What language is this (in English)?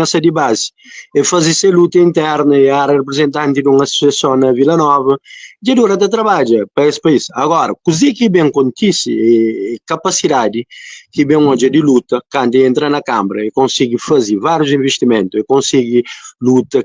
Kabuverdianu